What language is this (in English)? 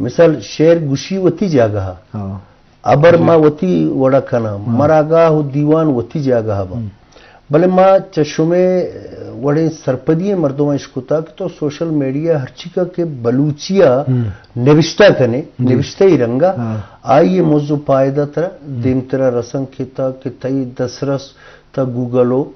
Eastern Balochi